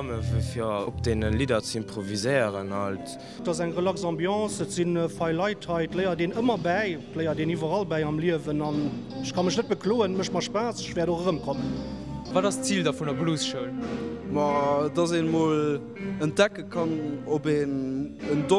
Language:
Luxembourgish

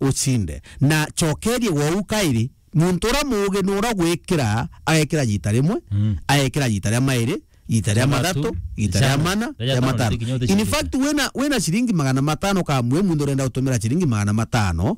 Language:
Meru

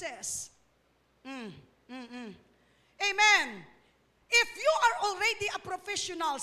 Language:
Hiligaynon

